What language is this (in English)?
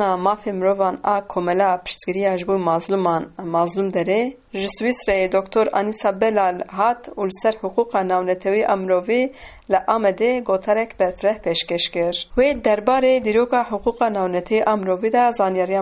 Kurdish